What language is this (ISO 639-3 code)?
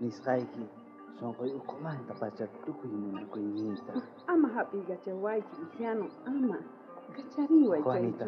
quh